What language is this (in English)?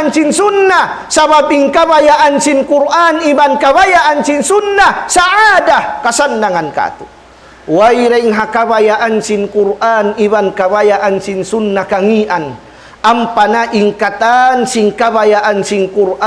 Tausug